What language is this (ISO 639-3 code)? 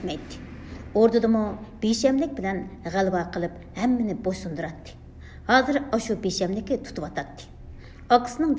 uig